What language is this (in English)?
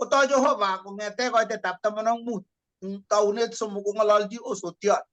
Kalenjin